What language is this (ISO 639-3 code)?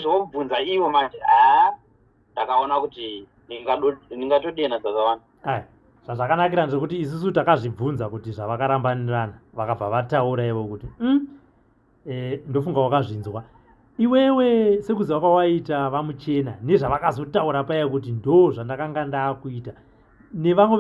sna